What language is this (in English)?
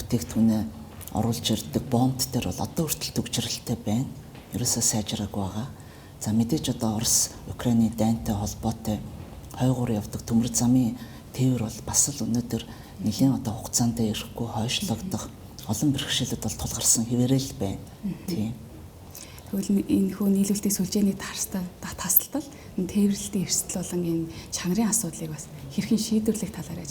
Mongolian